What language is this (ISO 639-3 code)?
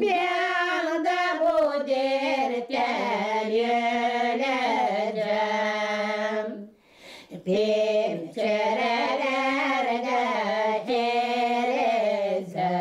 gag